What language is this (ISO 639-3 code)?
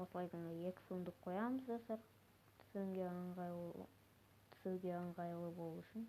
kaz